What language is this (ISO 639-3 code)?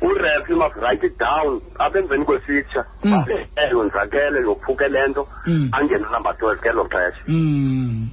xho